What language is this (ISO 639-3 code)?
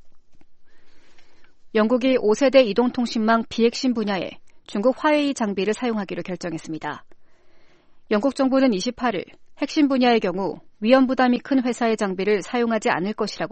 kor